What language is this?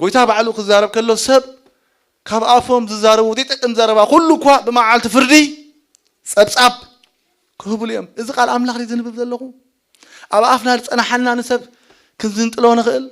Tigrinya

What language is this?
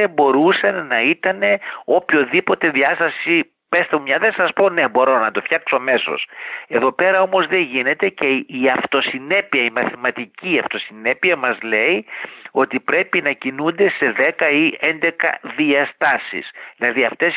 Greek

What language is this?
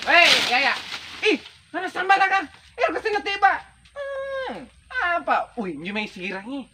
Makasar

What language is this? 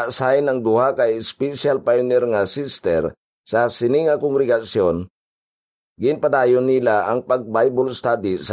Hiligaynon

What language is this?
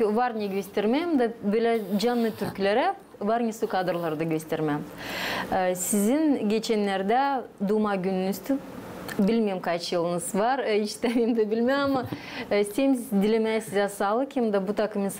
Gagauz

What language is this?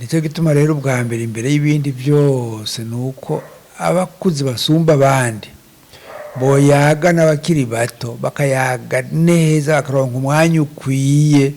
Rundi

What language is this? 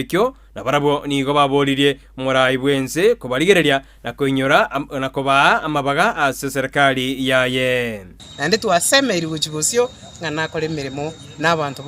Gusii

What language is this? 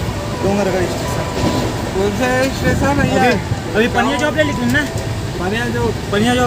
Chhattisgarhi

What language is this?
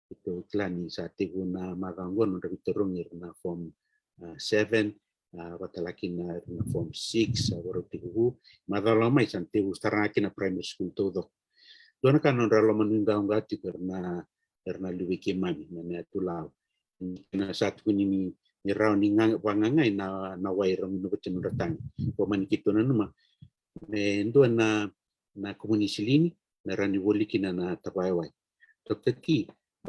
Fijian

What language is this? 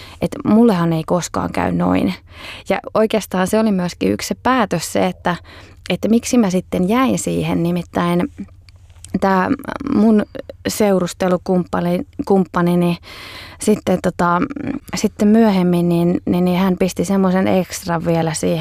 Finnish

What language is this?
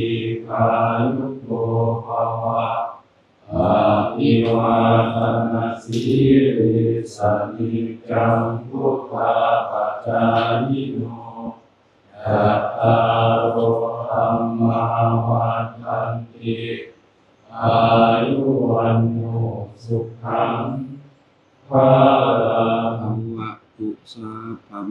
Northeastern Thai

